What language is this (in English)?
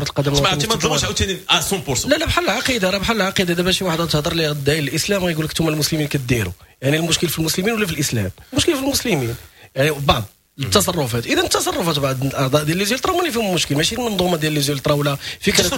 Moroccan Arabic